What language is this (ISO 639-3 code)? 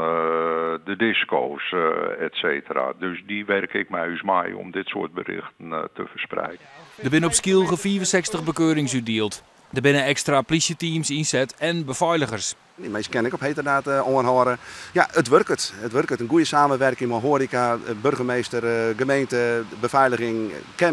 fry